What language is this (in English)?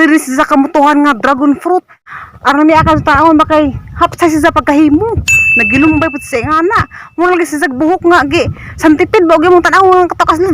Cebuano